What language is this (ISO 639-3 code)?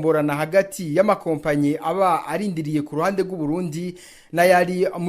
run